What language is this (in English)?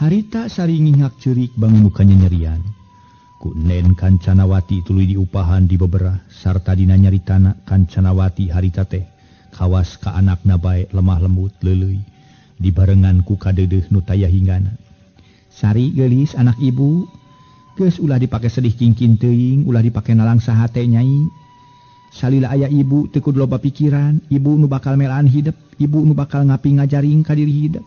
Sundanese